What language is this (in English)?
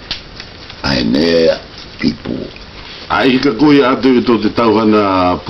South Marquesan